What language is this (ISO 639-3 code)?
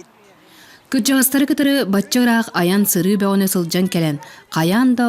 sah